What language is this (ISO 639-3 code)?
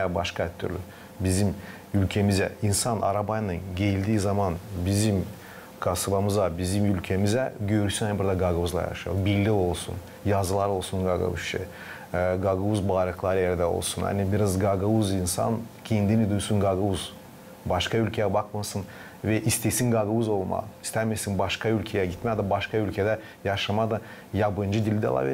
gag